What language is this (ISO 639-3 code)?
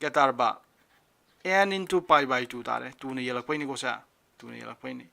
mni